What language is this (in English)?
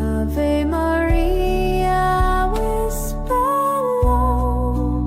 Waray